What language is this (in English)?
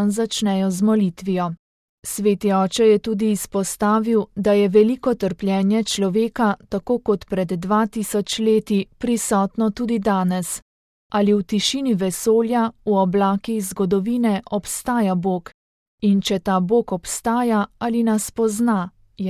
Slovenian